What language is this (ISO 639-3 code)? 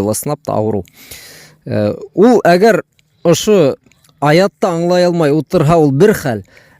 bak